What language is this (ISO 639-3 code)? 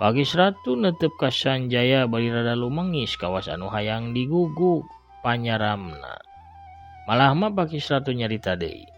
sun